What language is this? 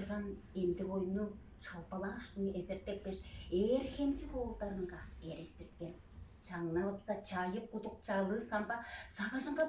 Tuvinian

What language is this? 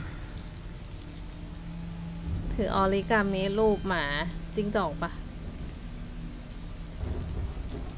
Thai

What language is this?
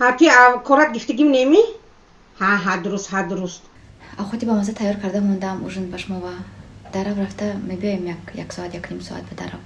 Tajik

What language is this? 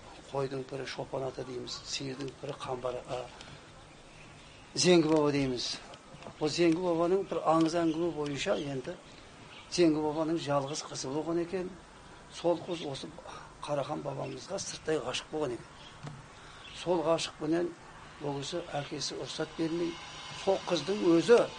Kazakh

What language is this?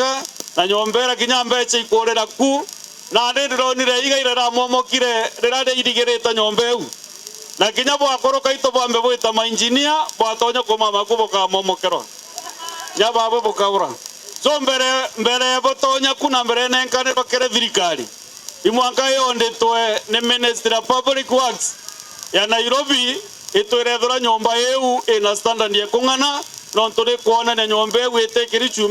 Meru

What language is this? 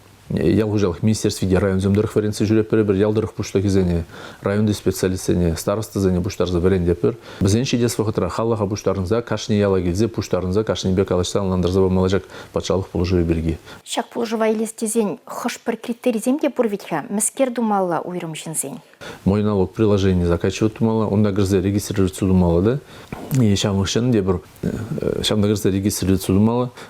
Chuvash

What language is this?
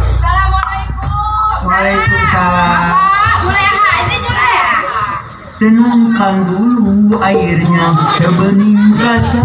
Betawi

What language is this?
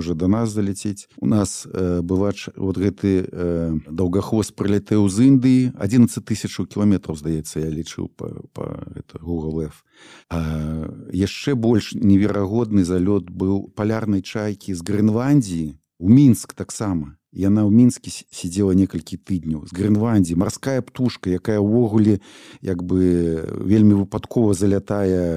Belarusian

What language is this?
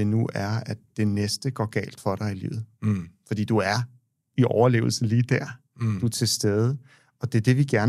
Danish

